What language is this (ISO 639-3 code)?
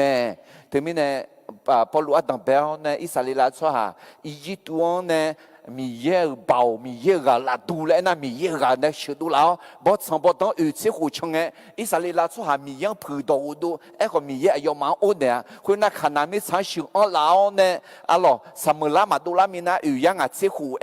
ahk